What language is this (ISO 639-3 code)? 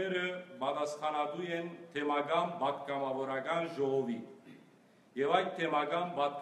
hyw